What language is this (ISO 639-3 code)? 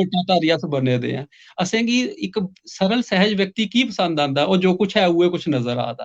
doi